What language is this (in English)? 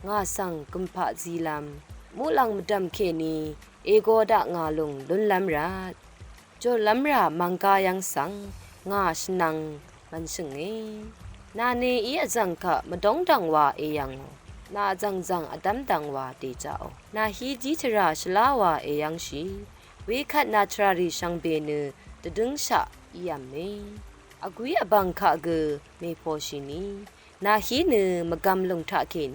Rawang